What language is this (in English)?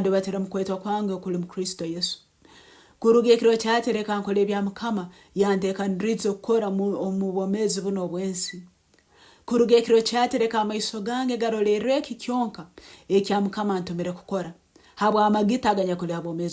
Nyoro